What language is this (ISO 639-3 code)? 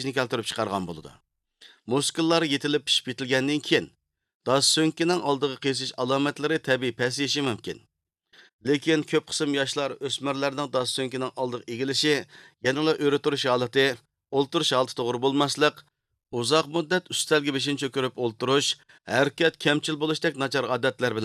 uig